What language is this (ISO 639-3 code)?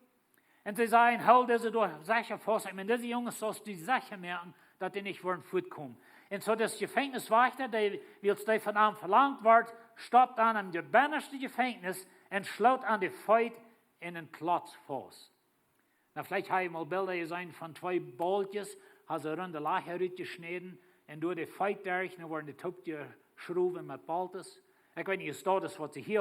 pdt